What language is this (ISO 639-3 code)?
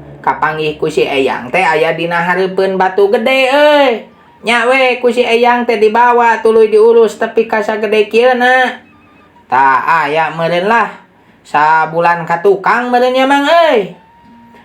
sun